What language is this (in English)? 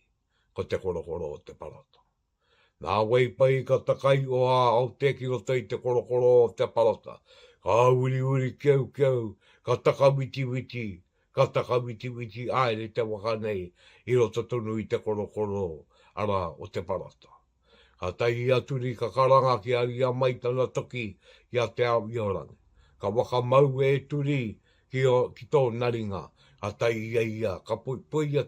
Māori